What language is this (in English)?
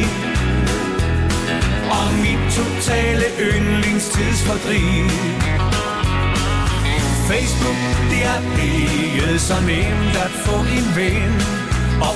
Danish